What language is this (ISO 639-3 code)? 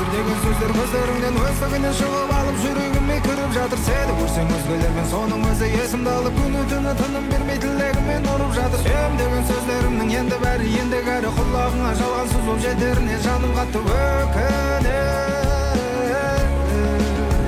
kaz